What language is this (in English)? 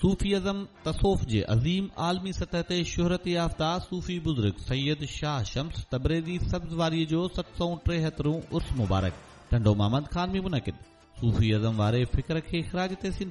Sindhi